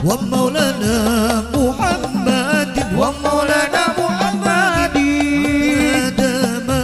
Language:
Banjar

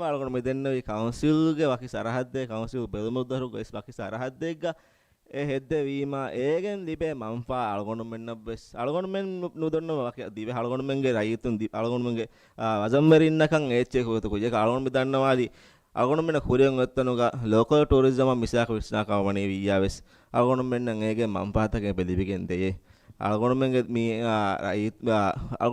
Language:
Divehi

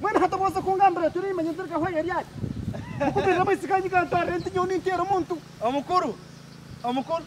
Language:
Nyankole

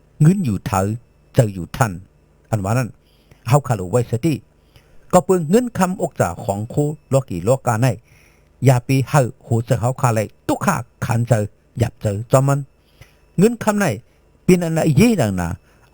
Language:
Shan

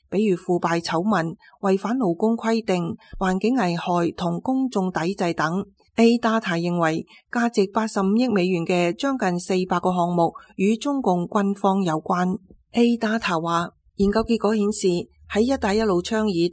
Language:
Cantonese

